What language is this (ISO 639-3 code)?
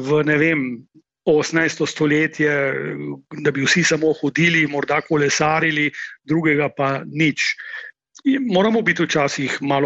slv